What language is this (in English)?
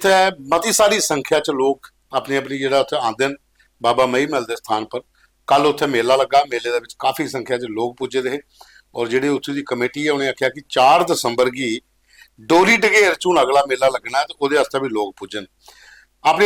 Dogri